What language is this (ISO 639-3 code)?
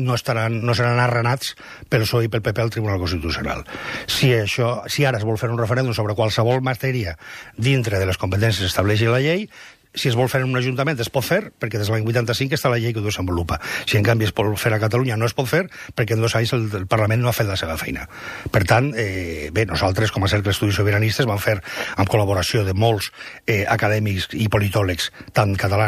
cat